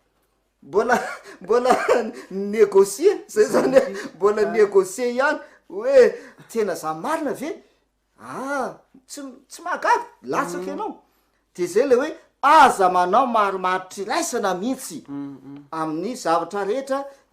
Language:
Malagasy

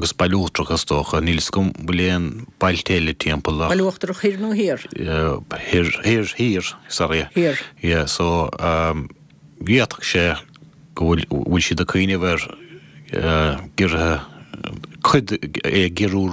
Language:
Irish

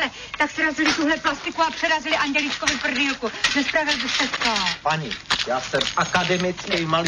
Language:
Czech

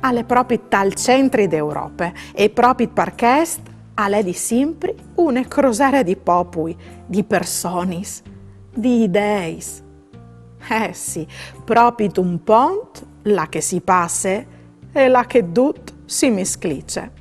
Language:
Friulian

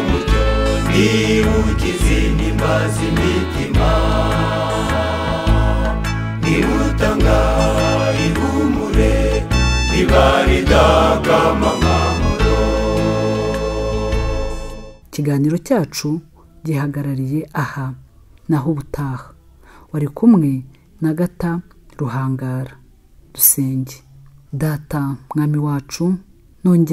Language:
Kinyarwanda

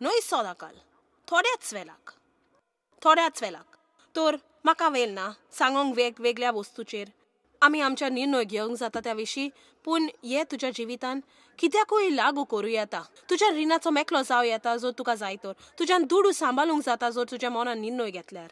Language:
Konkani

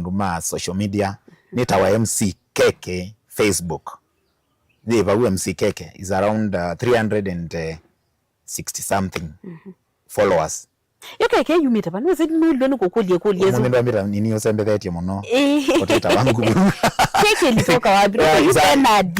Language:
Kamba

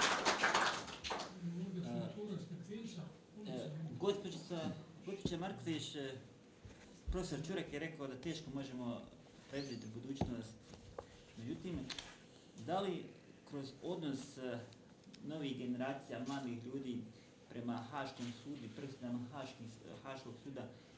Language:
Bosnian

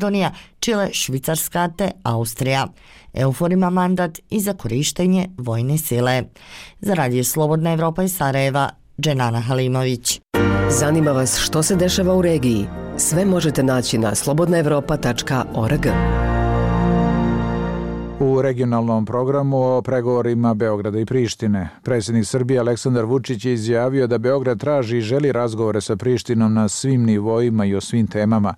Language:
Bosnian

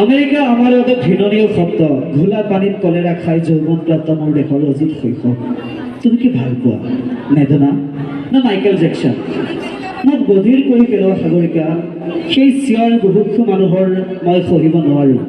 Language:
Assamese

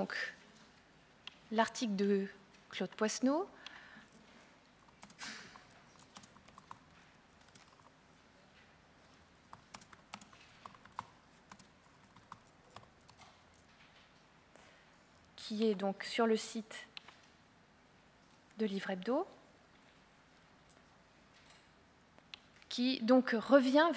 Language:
French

